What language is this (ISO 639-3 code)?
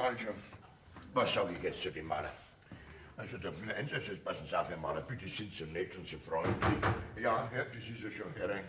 bar